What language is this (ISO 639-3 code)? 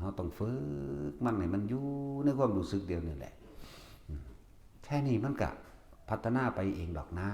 tts